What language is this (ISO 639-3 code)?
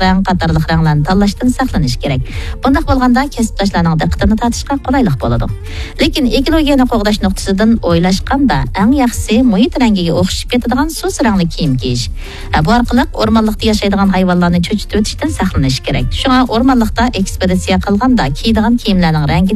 uig